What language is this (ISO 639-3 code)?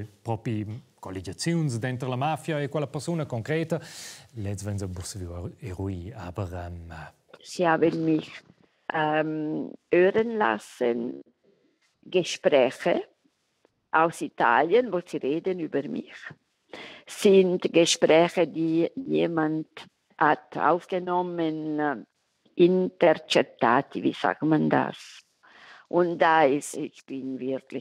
roh